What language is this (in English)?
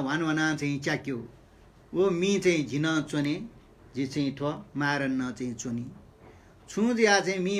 Newari